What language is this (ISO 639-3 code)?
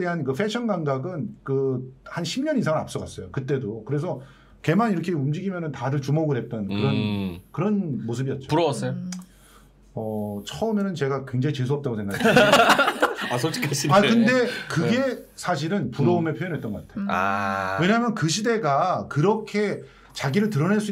kor